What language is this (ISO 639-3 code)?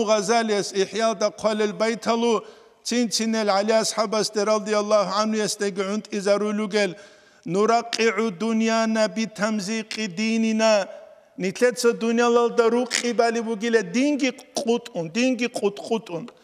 ava